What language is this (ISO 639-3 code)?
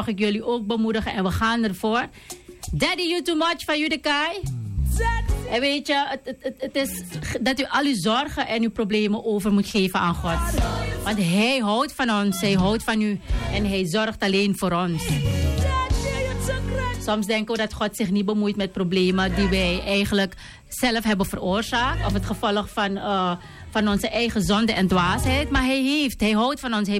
nld